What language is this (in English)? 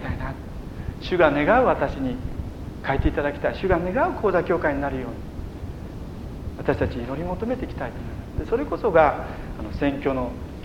Japanese